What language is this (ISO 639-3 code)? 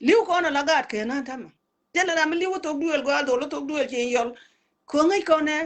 nus